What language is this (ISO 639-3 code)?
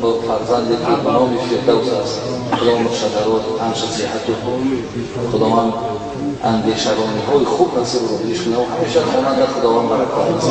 tgk